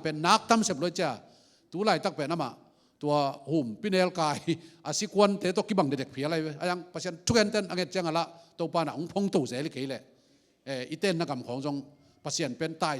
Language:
Tedim Chin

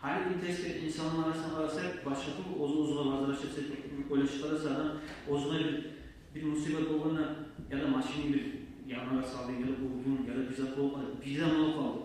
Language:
Kumyk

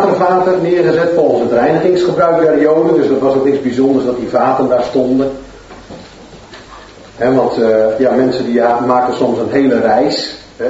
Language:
Dutch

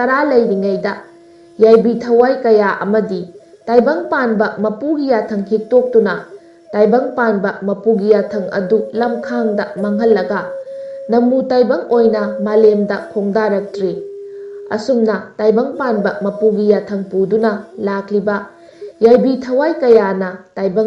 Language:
Manipuri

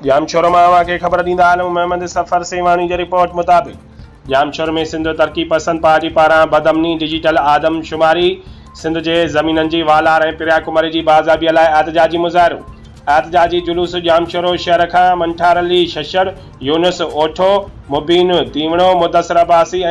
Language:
Sindhi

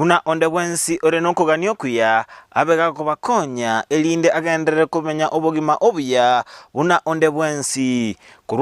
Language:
Gusii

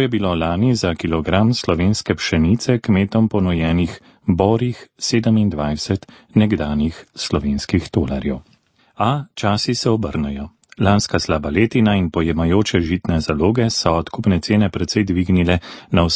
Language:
Slovenian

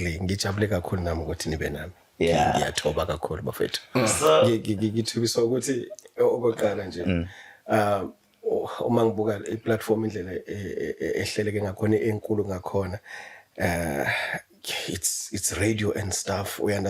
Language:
Zulu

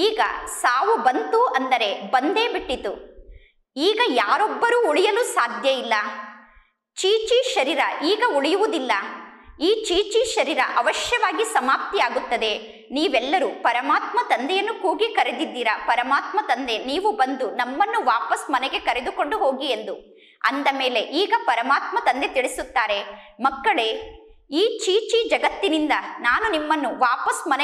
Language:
Kannada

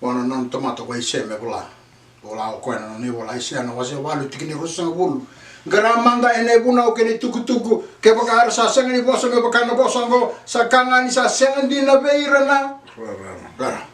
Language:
Fijian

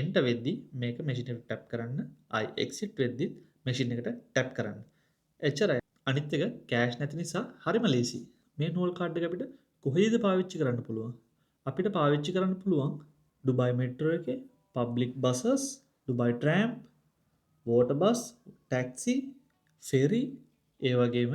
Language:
Sinhala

